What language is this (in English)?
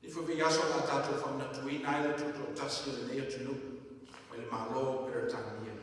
Samoan